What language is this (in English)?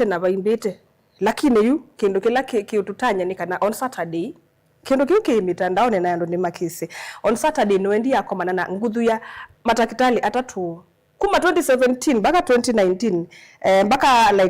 Kamba